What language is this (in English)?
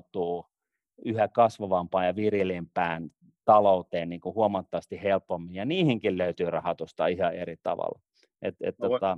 Finnish